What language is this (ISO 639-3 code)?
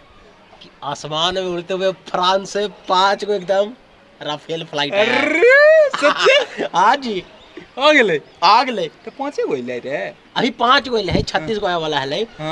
mag